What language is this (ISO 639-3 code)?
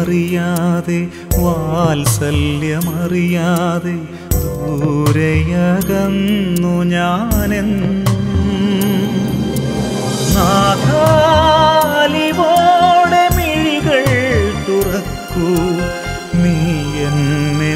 mal